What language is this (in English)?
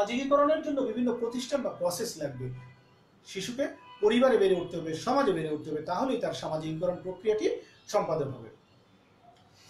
Bangla